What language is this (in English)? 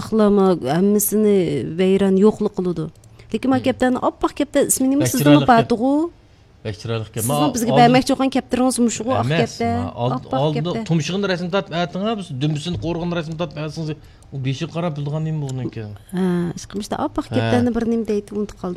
Uyghur